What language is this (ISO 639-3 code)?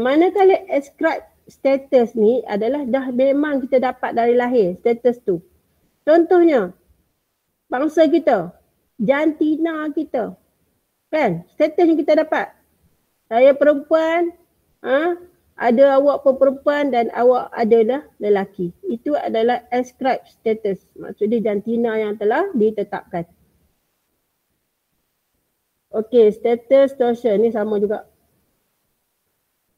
msa